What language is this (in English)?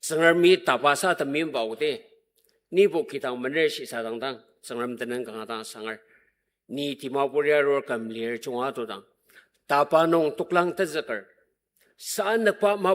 Ao Naga